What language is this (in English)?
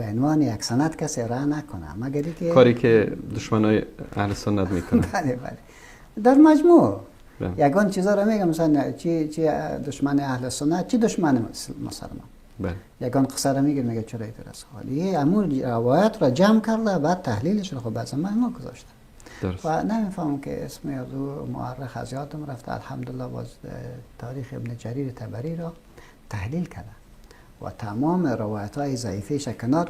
Persian